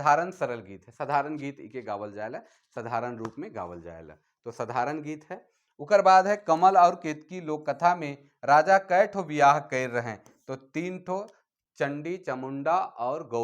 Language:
Sadri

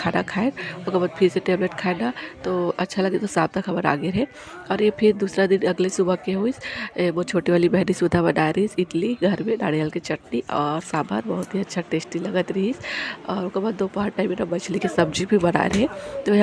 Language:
Chhattisgarhi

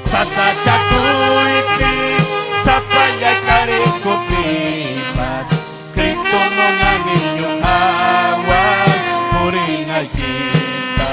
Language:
Ayacucho Quechua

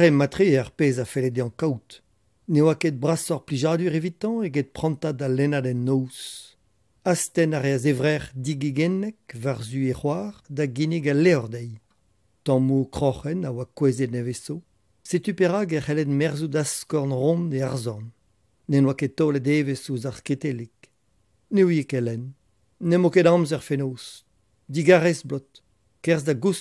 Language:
Breton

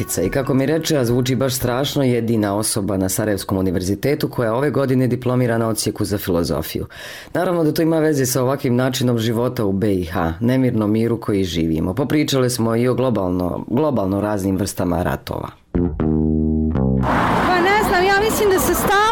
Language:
Bosnian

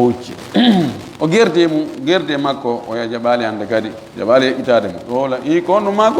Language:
Fula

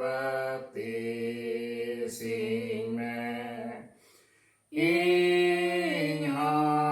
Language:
Santali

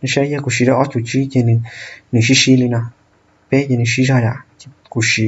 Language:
Hmong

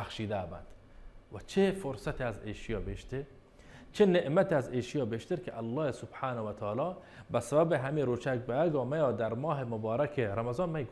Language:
Baluchi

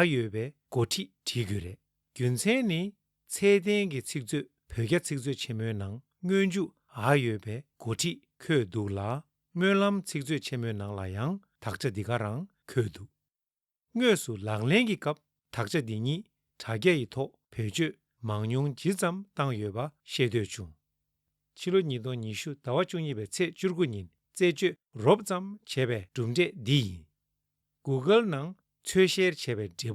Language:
Tibetan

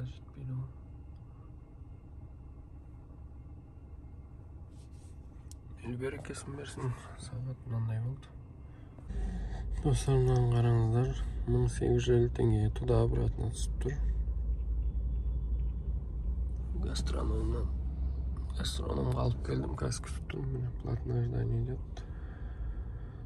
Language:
Kazakh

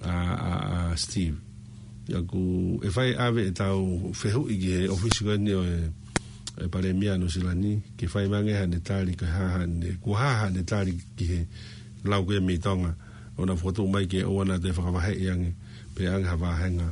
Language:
Tongan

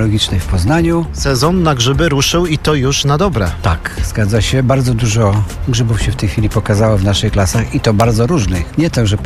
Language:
Polish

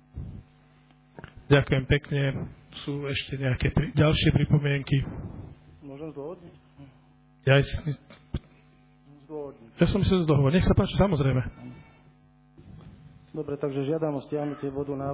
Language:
Slovak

